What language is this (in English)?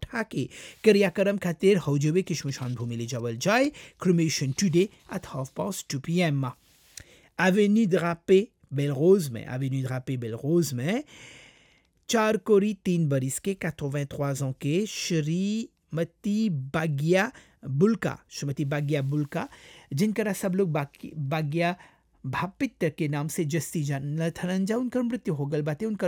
Bhojpuri